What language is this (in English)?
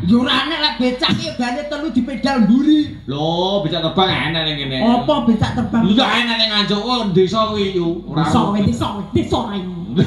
Javanese